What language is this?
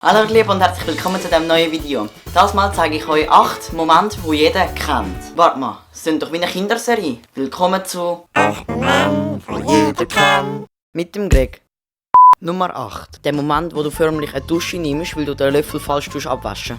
Swiss German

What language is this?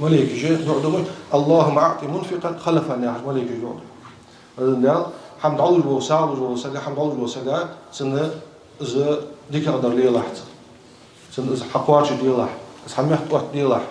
Ingush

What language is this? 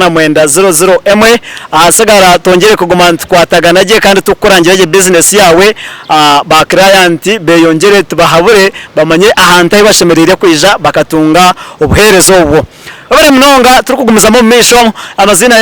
Nyankole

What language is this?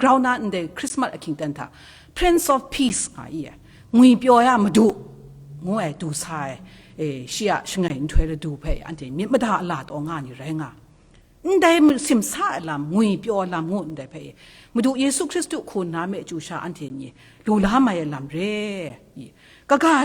Kachin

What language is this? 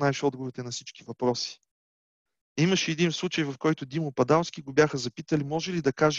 Bulgarian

